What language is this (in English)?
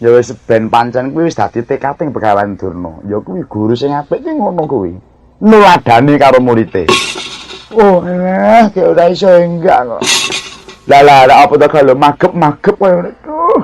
Javanese